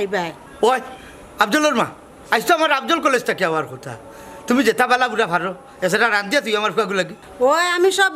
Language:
Sylheti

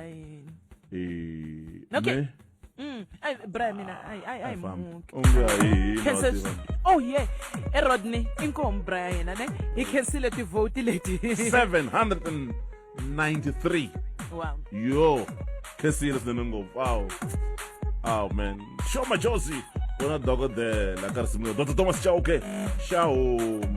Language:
Tsonga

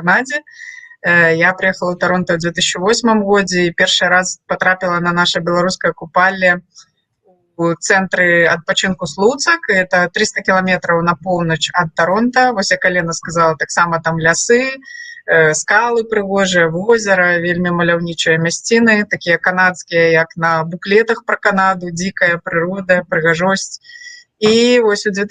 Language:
Belarusian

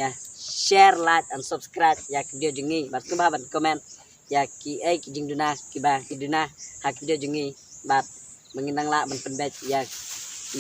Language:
Khasi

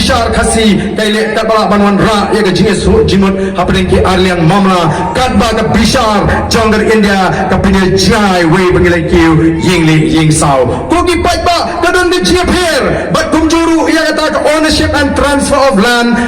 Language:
Khasi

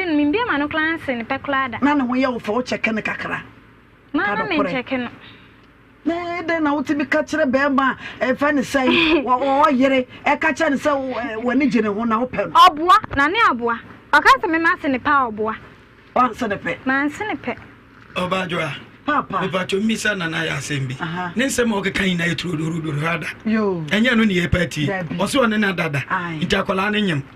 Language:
Akan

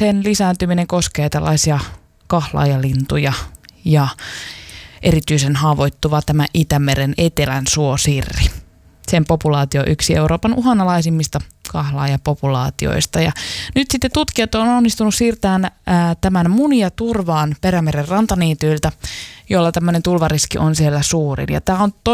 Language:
Finnish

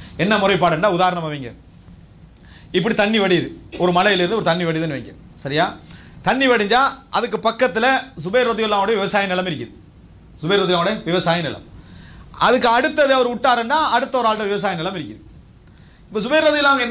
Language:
Tamil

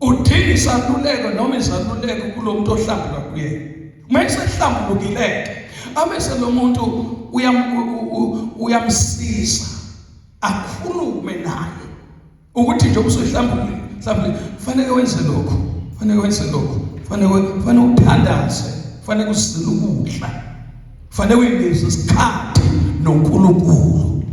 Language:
Zulu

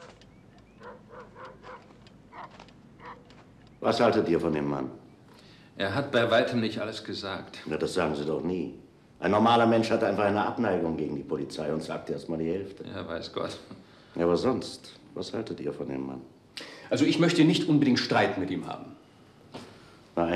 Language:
German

